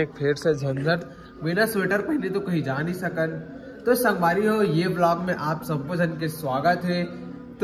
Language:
Chhattisgarhi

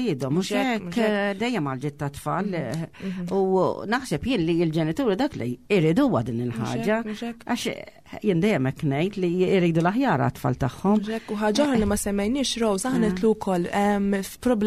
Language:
Maltese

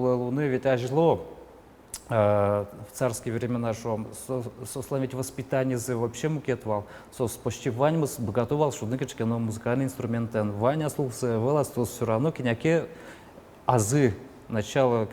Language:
Udmurt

